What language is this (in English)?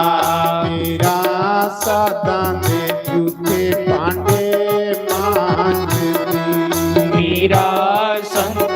Dogri